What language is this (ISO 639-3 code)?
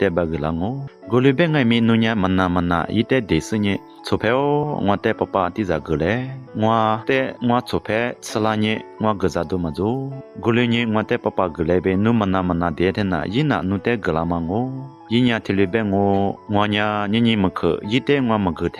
lis